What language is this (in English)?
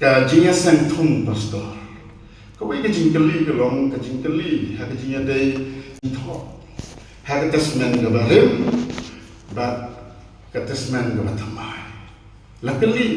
Khasi